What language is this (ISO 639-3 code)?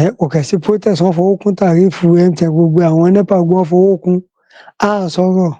yor